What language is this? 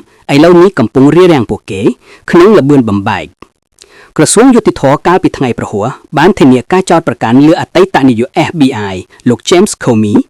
Khmer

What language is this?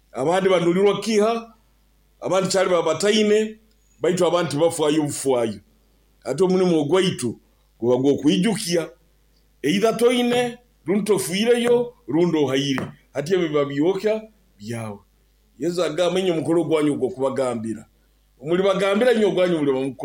Nyoro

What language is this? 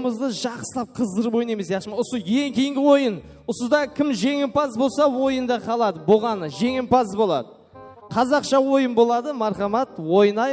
Kara-Kalpak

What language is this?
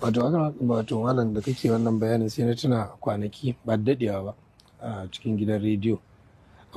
Hausa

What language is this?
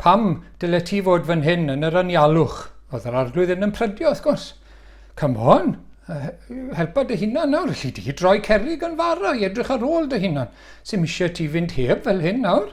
Welsh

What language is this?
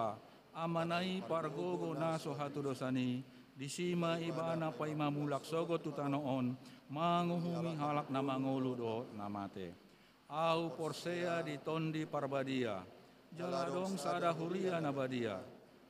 Batak Toba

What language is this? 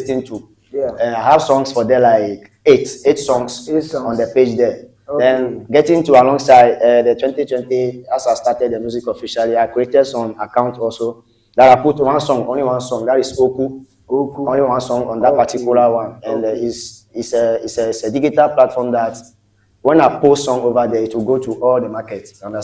Ewe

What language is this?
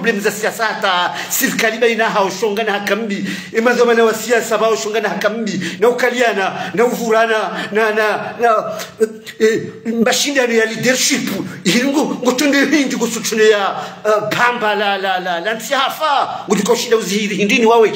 Ngazidja Comorian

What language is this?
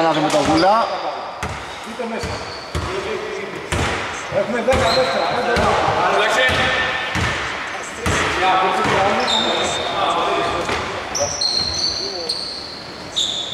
Greek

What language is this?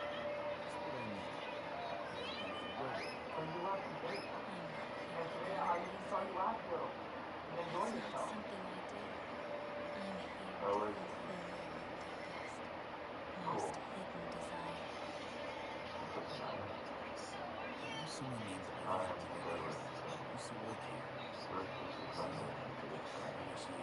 English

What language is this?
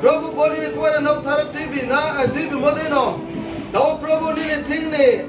Riang (India)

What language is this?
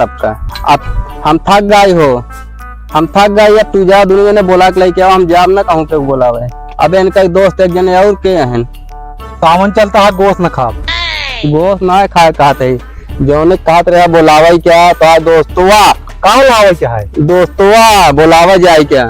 Awadhi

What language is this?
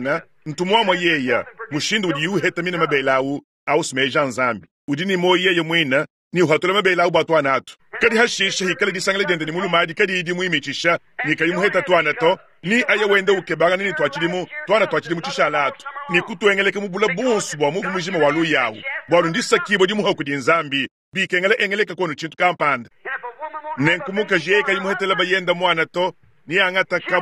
Luba-Lulua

